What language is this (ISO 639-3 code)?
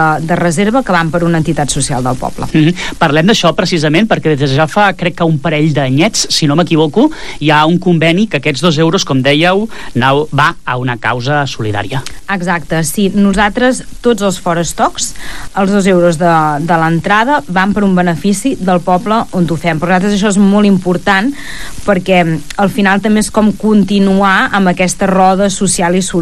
cat